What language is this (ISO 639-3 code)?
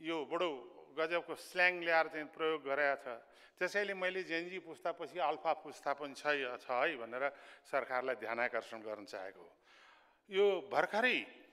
nep